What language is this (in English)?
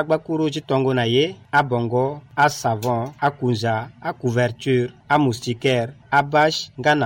Sango